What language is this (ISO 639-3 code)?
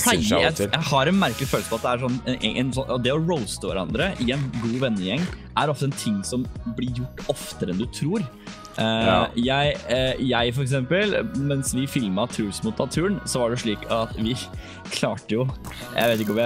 nor